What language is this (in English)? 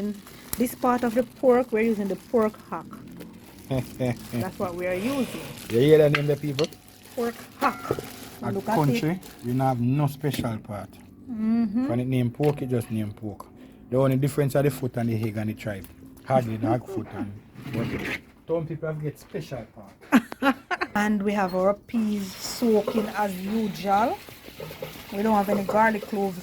Jamaican Creole English